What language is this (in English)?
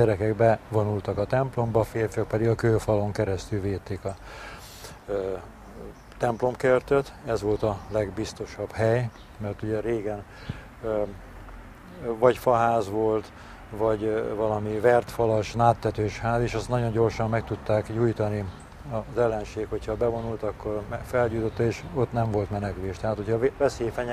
Hungarian